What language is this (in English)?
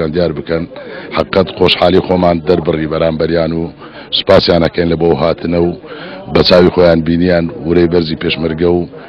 Central Kurdish